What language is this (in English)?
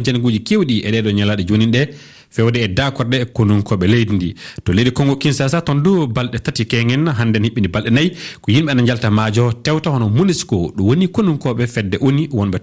Fula